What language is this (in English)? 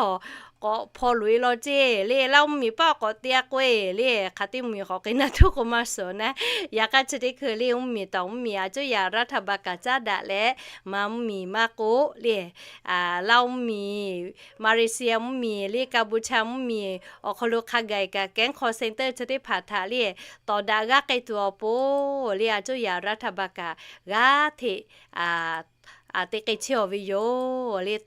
Lahu